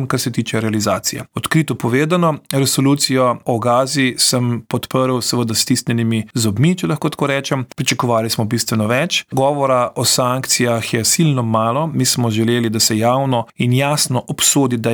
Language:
Slovenian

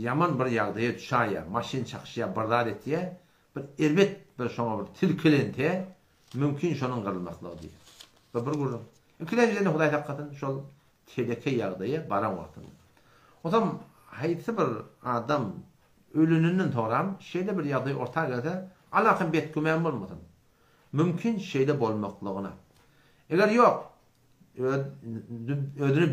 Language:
Turkmen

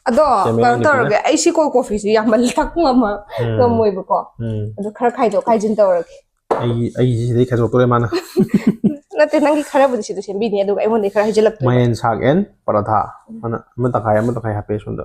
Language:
Manipuri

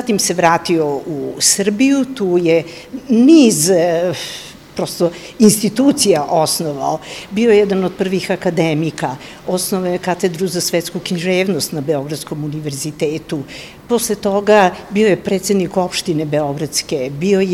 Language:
Serbian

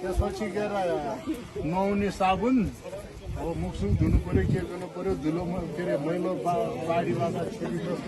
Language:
Nepali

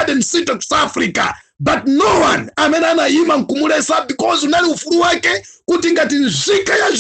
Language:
Nyanja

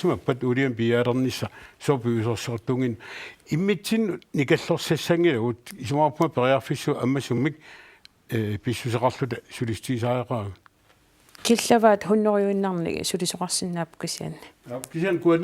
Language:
Kalaallisut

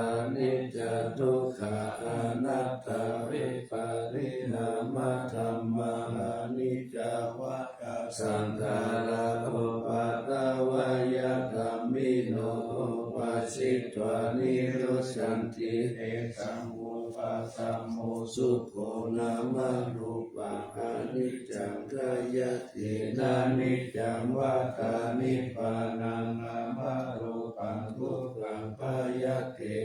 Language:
Pali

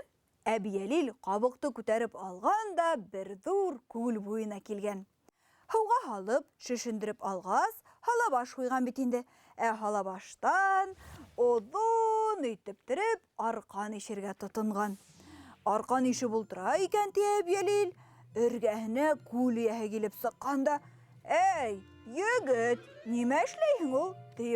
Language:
Bashkir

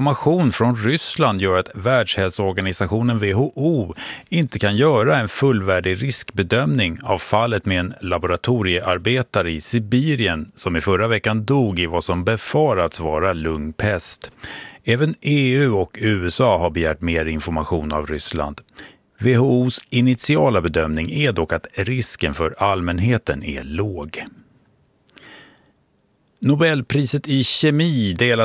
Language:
Swedish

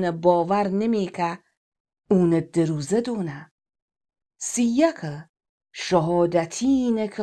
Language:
Gilaki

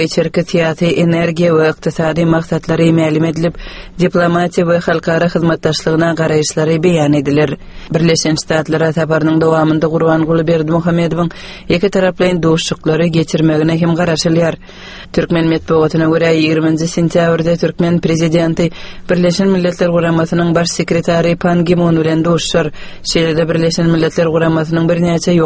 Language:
Turkmen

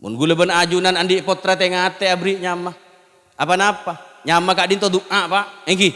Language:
Madurese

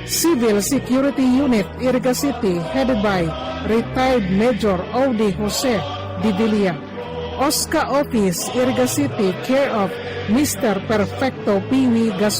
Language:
Bikol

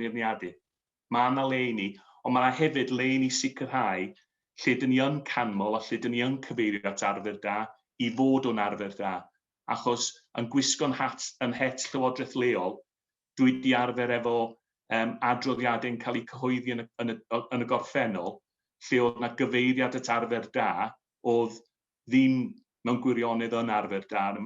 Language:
Welsh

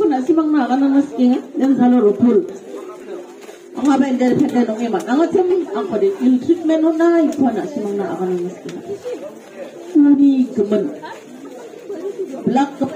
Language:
Garo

